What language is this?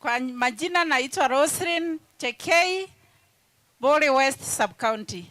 Meru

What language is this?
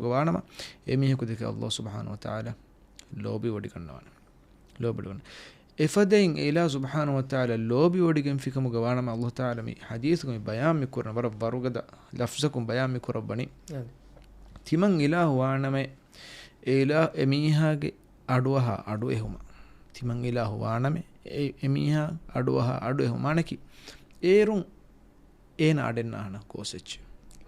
Divehi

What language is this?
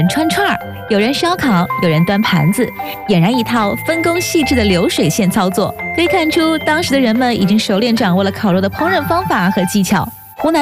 Chinese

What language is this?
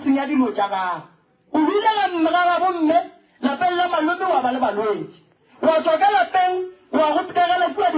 Northern Sotho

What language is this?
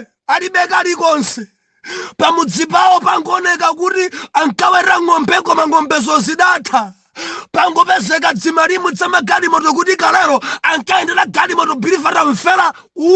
Nyanja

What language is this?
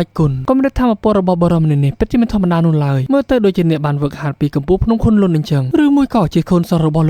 Khmer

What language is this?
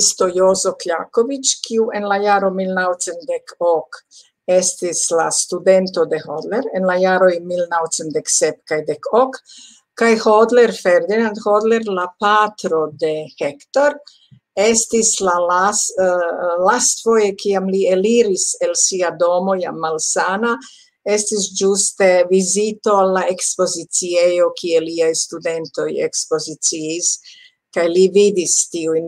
Esperanto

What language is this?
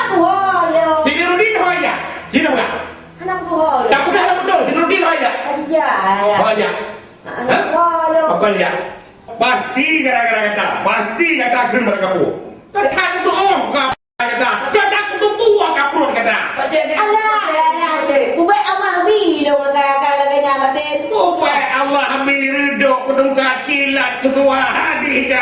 Achinese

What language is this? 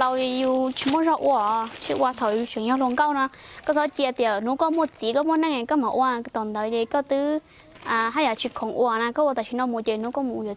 Hmong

